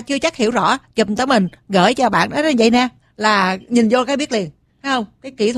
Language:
Vietnamese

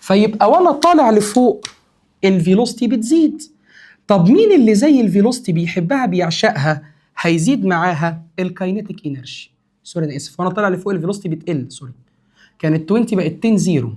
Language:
Egyptian Arabic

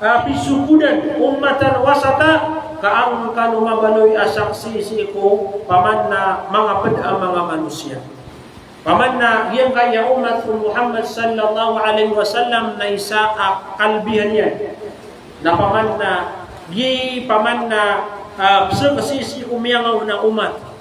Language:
Maranao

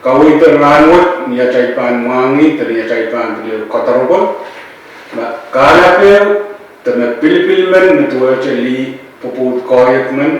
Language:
Pohnpeian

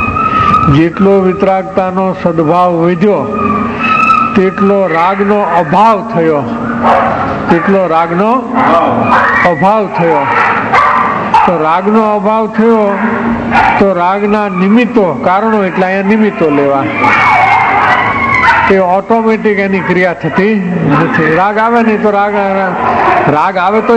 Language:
Gujarati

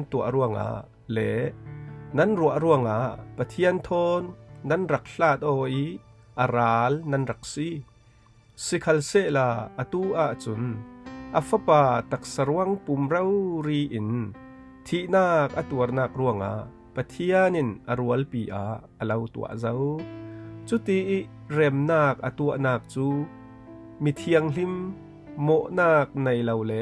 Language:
Falam Chin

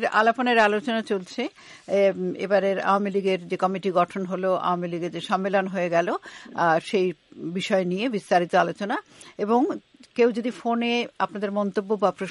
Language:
Bangla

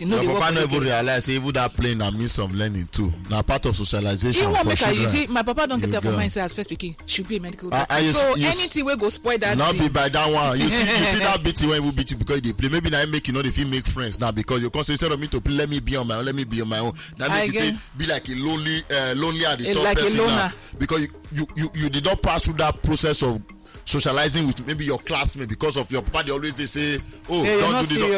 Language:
Nigerian Pidgin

